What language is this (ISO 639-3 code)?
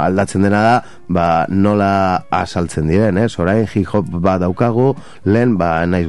eus